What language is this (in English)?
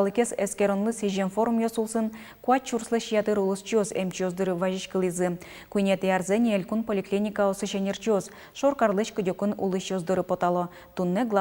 Udmurt